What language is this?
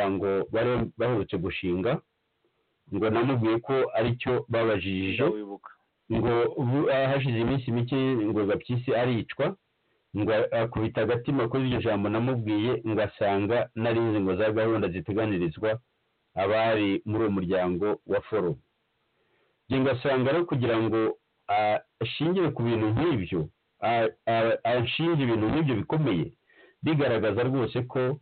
Kinyarwanda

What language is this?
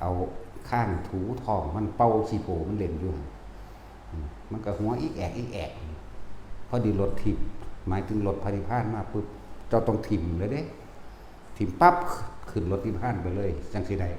Lao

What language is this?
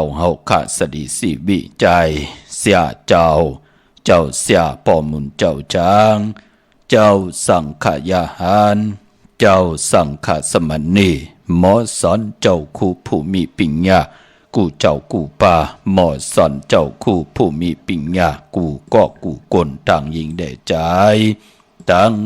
Shan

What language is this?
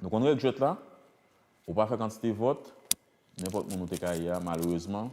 Haitian Creole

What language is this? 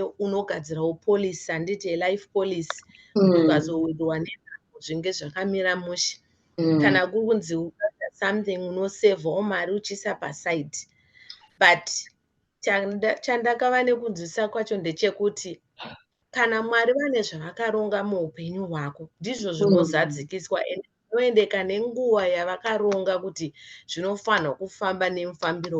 Shona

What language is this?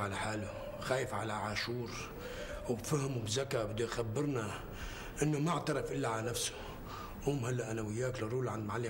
North Levantine Arabic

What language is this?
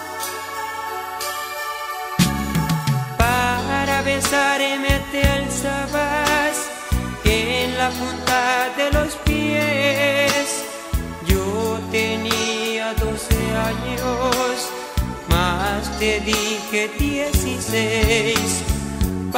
Spanish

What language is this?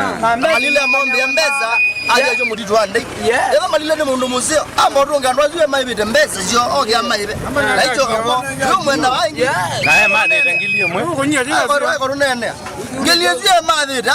Kamba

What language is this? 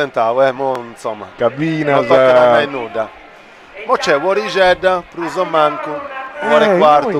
Sardinian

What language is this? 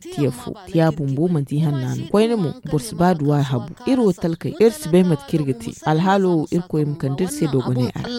Zarma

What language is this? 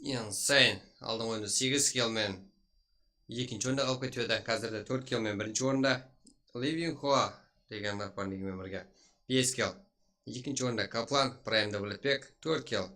Kara-Kalpak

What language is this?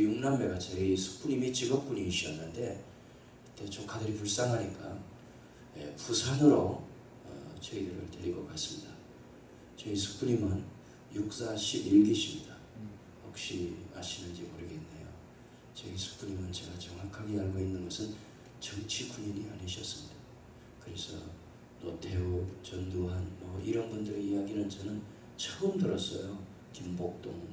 Korean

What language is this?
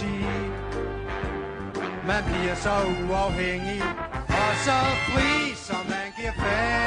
Danish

